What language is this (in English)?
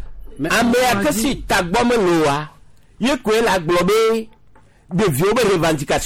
Gen